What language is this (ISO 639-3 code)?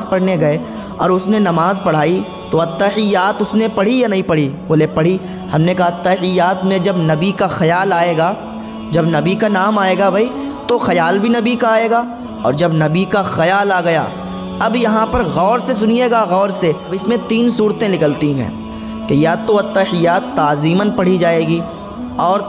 urd